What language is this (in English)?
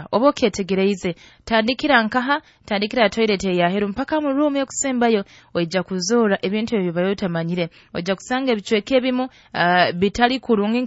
Nyoro